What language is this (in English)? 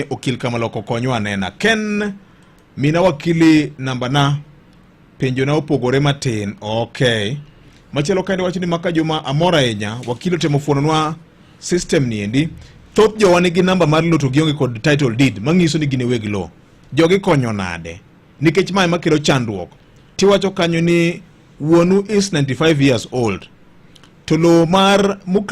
Luo (Kenya and Tanzania)